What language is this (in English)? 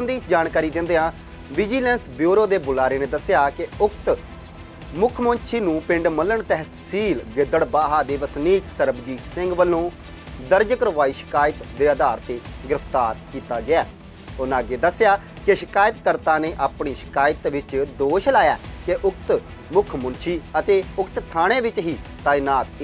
Punjabi